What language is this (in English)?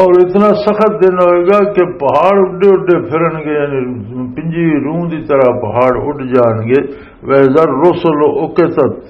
Western Panjabi